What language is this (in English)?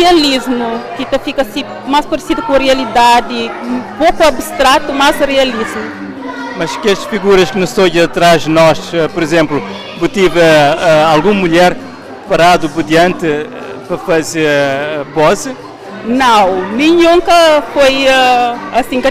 Kabuverdianu